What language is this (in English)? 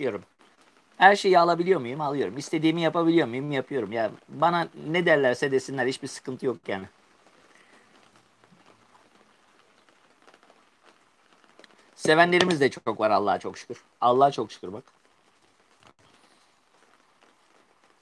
Turkish